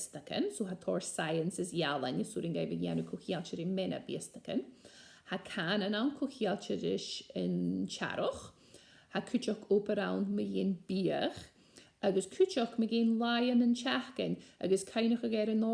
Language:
Scottish Gaelic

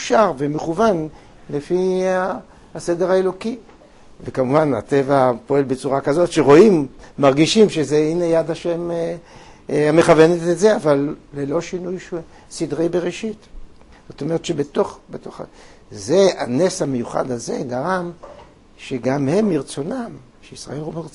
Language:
Hebrew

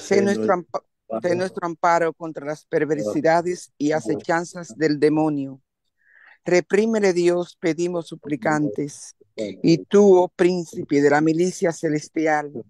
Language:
Spanish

